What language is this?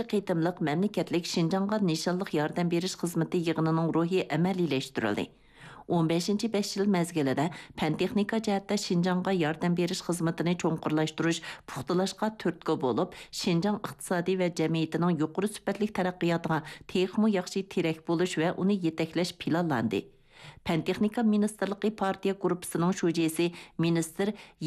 Uyghur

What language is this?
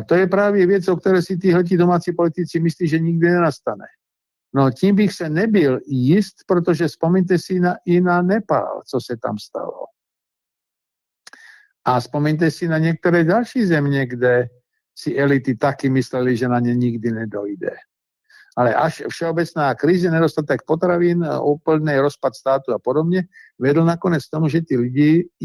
Czech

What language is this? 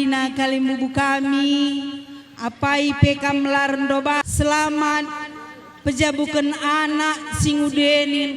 Batak Karo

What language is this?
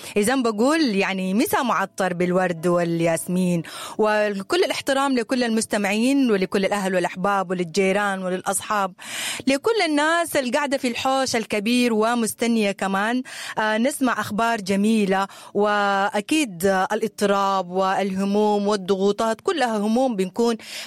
Sudanese Arabic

